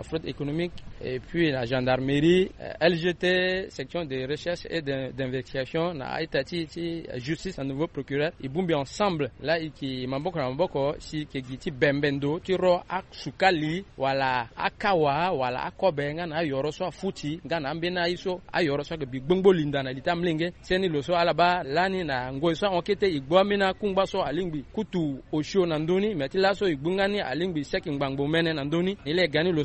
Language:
Sango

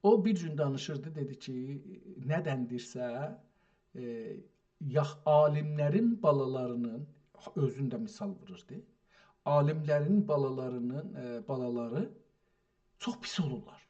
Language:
South Azerbaijani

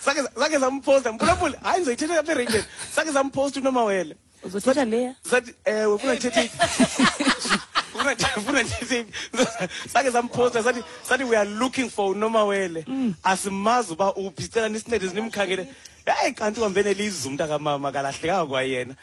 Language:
Xhosa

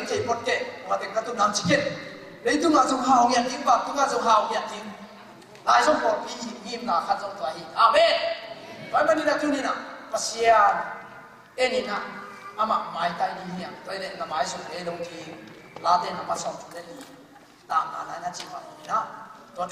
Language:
Tedim Chin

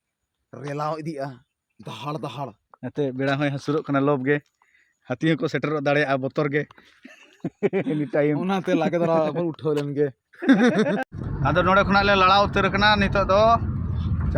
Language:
Santali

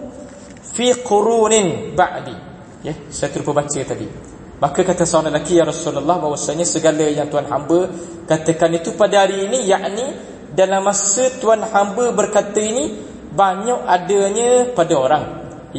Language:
Malay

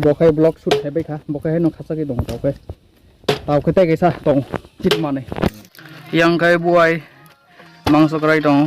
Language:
Kok Borok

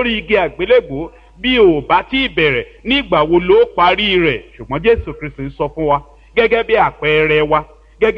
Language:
Yoruba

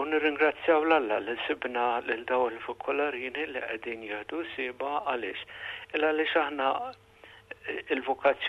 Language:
Maltese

